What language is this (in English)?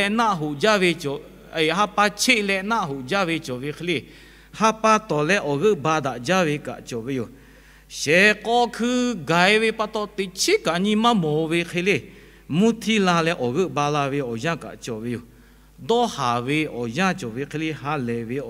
Lahu